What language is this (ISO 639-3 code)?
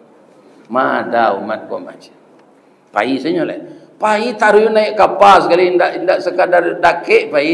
min